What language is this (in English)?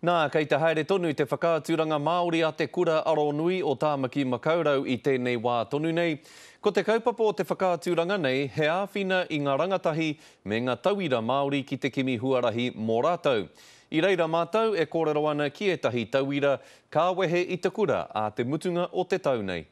Māori